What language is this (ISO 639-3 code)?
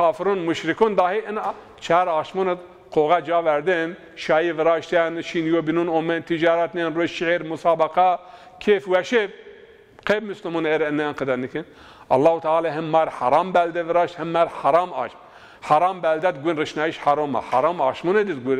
zza